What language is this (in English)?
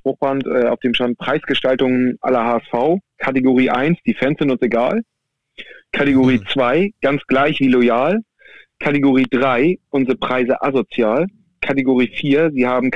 German